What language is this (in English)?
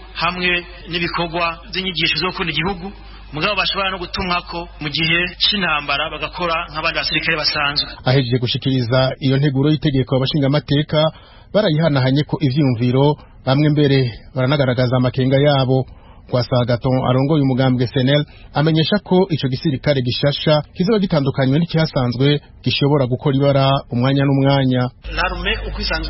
Rundi